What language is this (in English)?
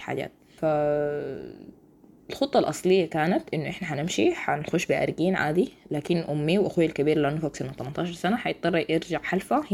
Sudanese Arabic